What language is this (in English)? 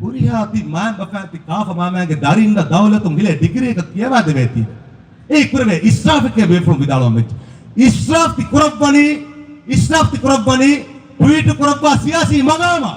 Divehi